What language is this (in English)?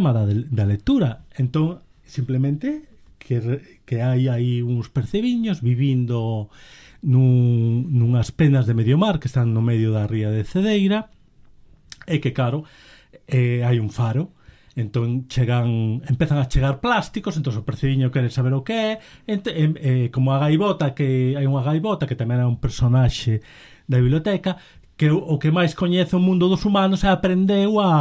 Galician